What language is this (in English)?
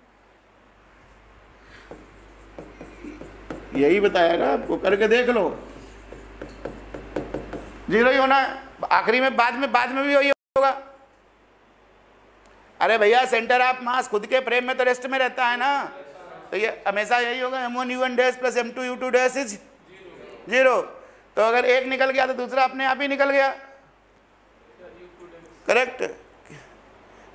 Hindi